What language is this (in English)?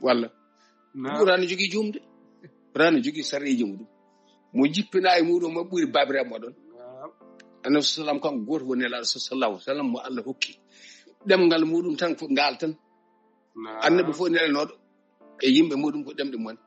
Fula